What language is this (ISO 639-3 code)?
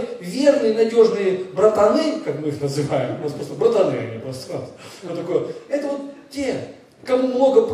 rus